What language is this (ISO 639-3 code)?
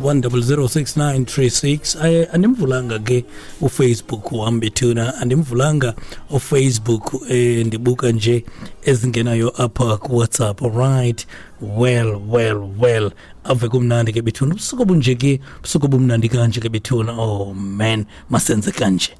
xho